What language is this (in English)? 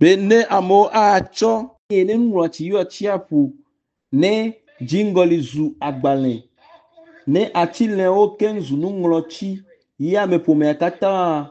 Ewe